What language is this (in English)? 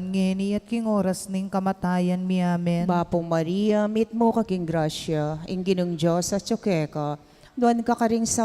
Pampanga